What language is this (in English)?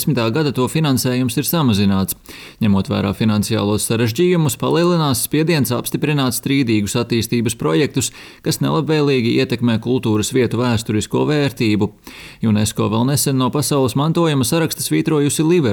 Latvian